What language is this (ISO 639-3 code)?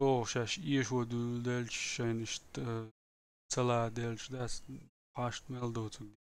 che